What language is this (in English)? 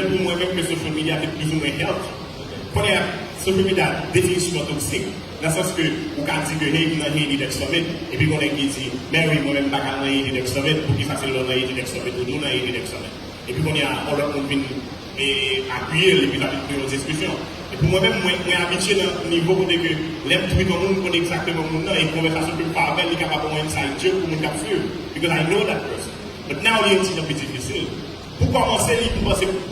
Haitian Creole